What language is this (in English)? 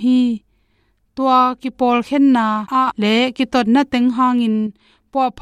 Tedim Chin